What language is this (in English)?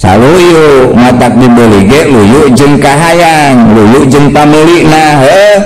Sundanese